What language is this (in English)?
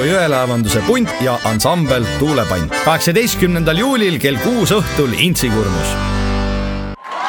Estonian